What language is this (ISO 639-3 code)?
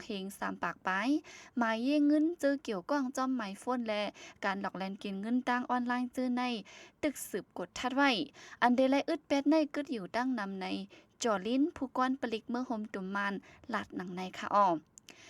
shn